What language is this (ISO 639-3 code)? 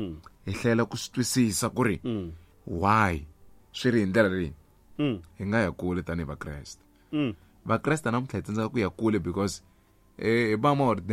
tso